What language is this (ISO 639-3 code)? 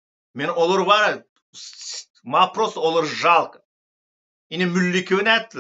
tuk